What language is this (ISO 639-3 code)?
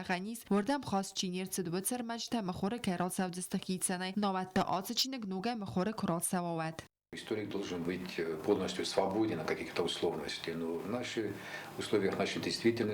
oss